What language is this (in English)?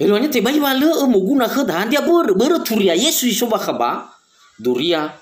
Nias